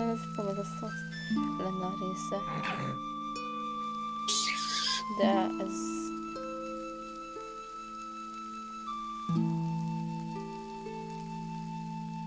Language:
Hungarian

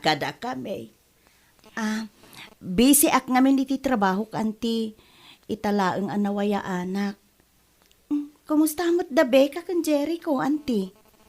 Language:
Iloko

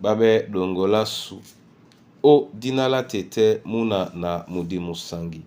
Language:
Duala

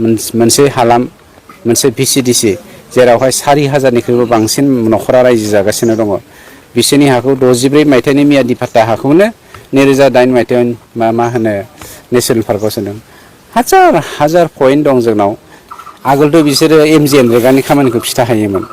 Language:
Bodo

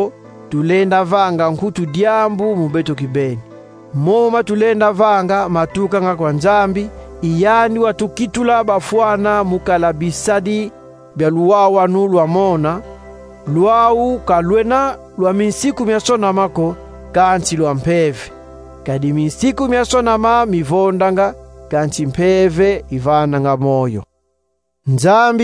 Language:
Kongo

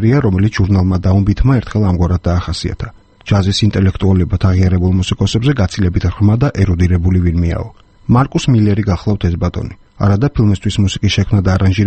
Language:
Georgian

